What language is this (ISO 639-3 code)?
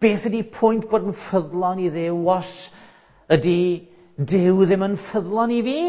cym